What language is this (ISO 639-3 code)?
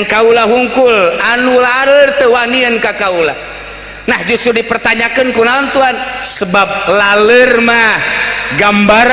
sun